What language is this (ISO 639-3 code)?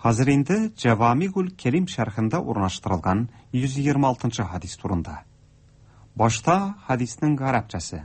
tat